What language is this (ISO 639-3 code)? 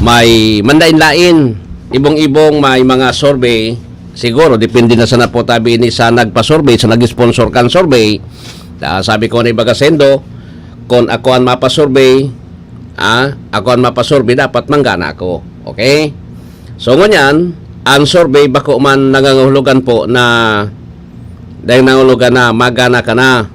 bik